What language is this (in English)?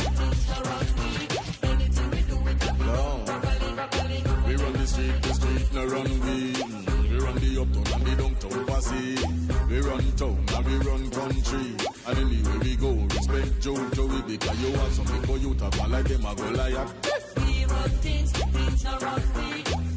Jamaican Creole English